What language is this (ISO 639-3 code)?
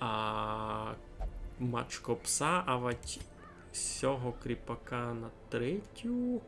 rue